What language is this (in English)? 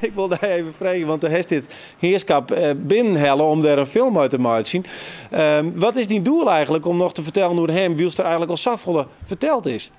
Western Frisian